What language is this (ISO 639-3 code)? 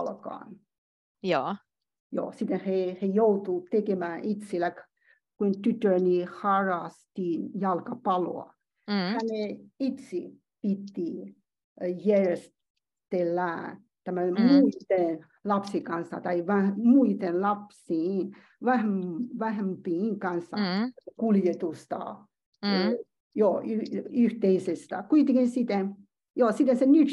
fin